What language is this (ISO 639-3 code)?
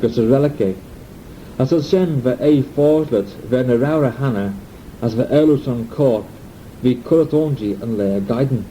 glv